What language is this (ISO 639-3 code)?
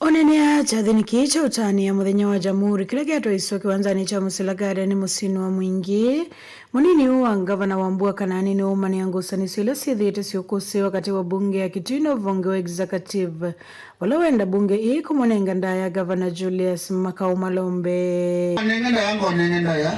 kam